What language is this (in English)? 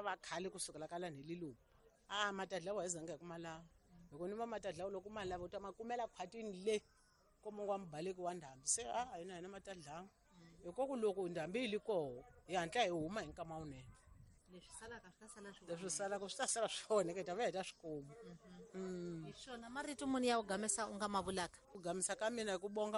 Tsonga